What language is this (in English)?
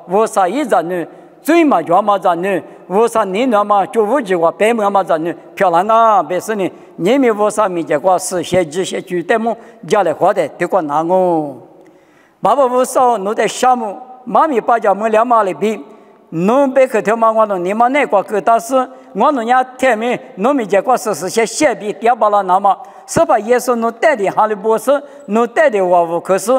Lisu